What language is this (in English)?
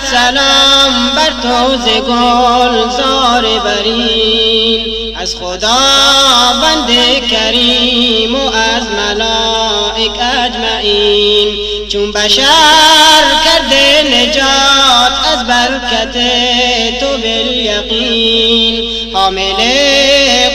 Persian